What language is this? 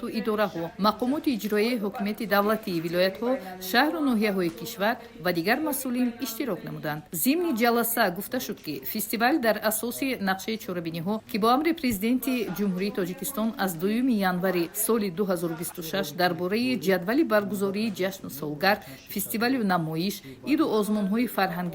Tajik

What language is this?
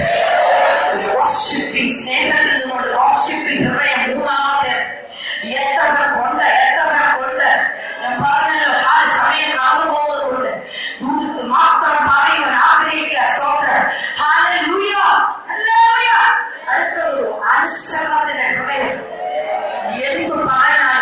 Malayalam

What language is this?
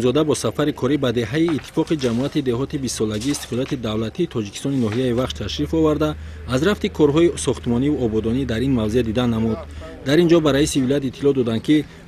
Tajik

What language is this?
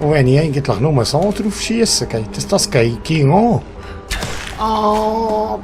Swiss German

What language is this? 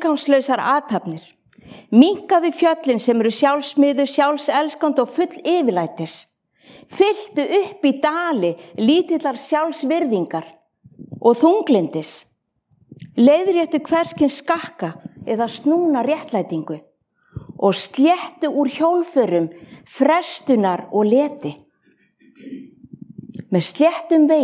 Icelandic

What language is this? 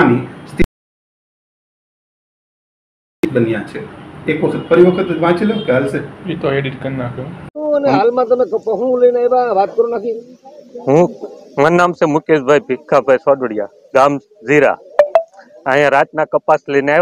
Gujarati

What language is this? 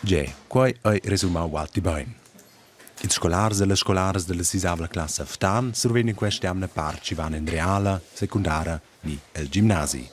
Romansh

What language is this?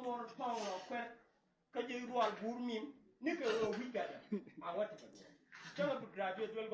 Nuer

